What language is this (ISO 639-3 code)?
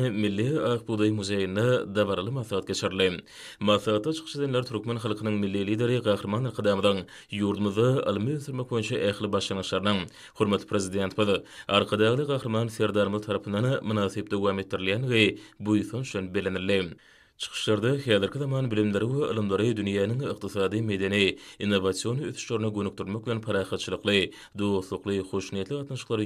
tuk